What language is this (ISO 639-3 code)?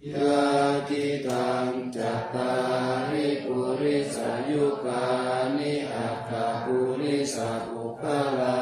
pli